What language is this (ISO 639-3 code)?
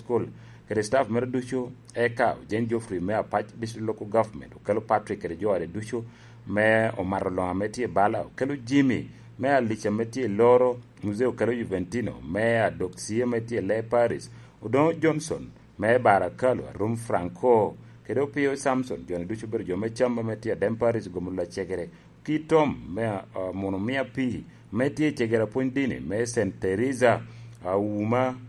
laj